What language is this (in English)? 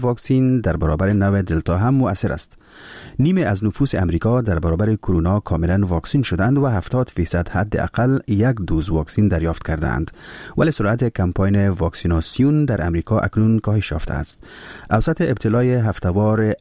Persian